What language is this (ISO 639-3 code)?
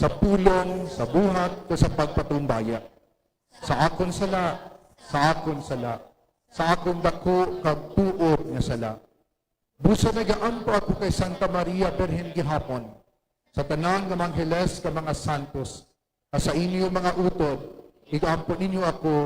hil